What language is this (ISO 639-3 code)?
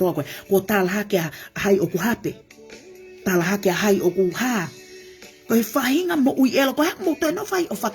ton